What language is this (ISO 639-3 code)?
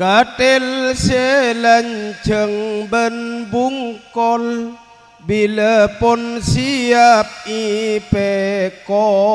mad